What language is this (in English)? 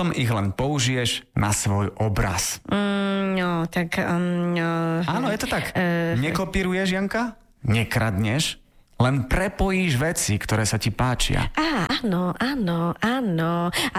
Slovak